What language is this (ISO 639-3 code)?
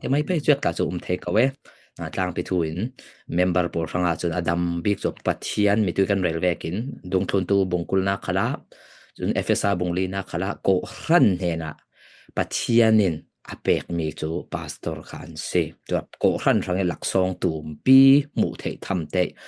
cfm